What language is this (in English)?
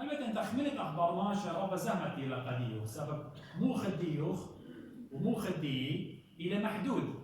Assyrian Neo-Aramaic